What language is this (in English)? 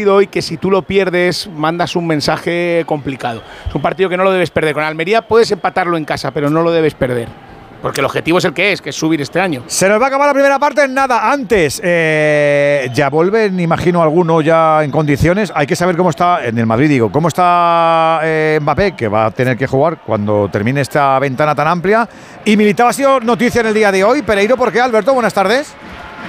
Spanish